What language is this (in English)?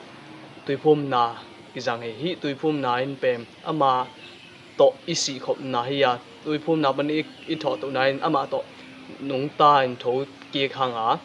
Tedim Chin